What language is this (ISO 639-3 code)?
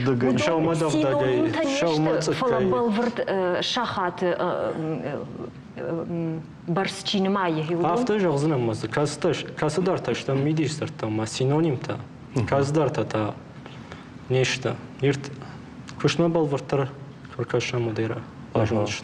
oss